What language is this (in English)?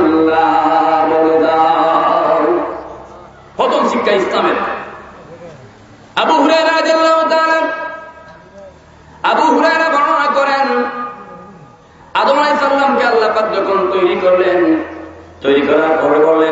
Bangla